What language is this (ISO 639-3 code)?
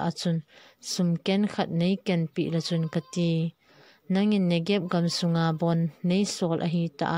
tcz